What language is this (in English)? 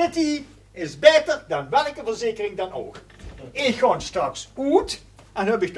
Limburgish